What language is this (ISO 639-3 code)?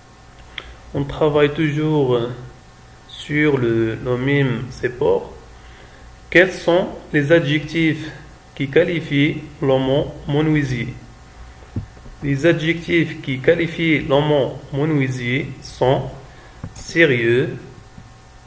fra